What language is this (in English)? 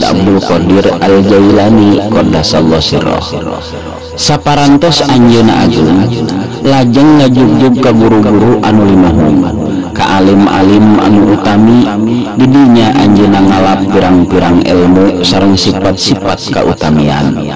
Sundanese